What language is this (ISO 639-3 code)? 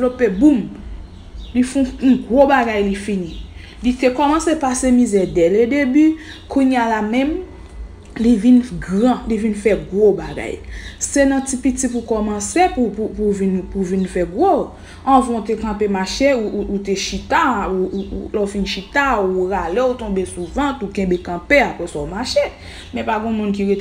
hat